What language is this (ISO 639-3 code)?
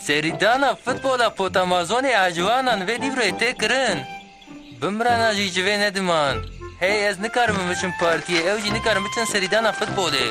kur